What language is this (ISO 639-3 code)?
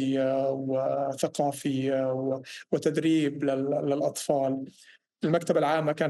apc